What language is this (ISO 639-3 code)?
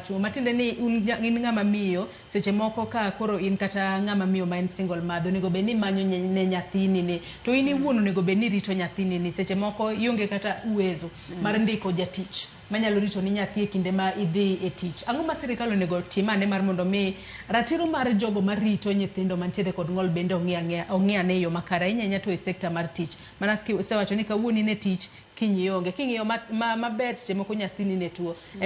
luo